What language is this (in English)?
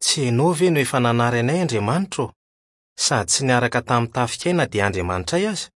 Malagasy